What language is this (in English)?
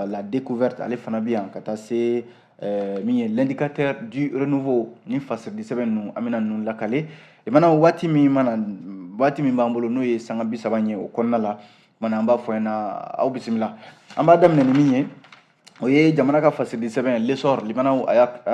Bambara